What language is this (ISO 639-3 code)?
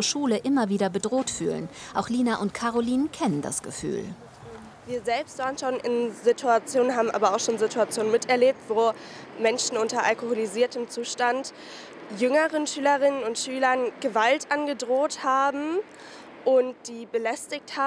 deu